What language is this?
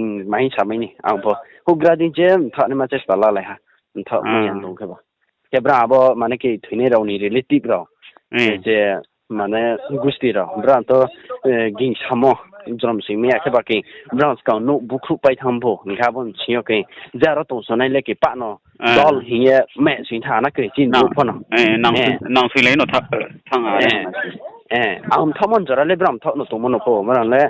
Riang (India)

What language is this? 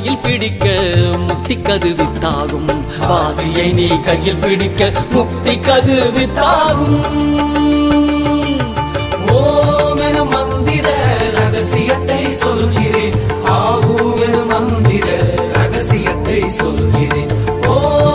Tamil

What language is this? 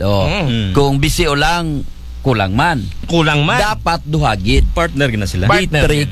Aklanon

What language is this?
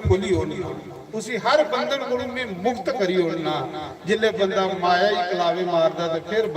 Dogri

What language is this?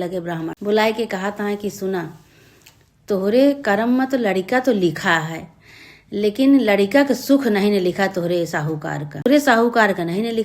Awadhi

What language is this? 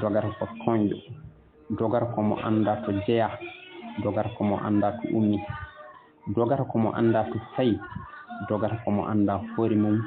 Fula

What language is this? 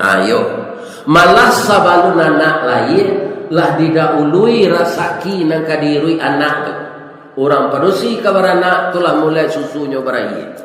Minangkabau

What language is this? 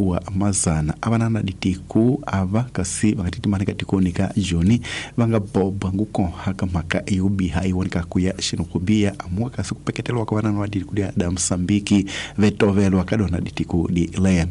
Tsonga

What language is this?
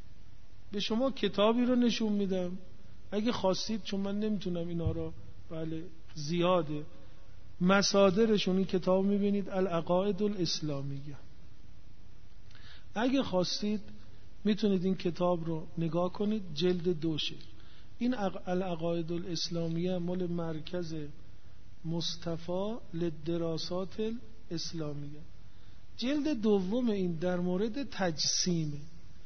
Persian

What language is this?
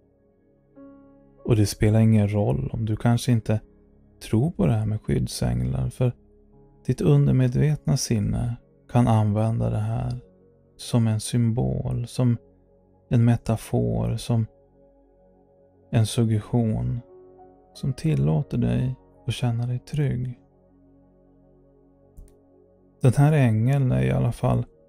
Swedish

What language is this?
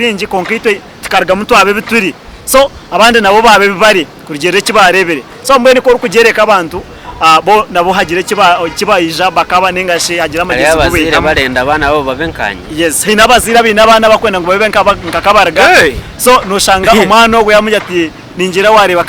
Nyankole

